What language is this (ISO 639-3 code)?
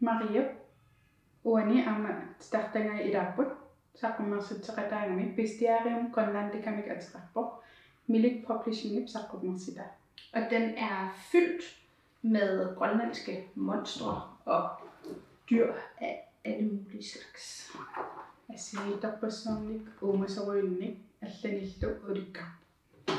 kal